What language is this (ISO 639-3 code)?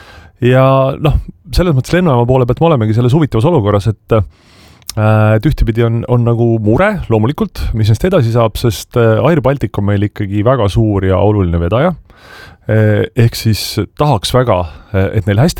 est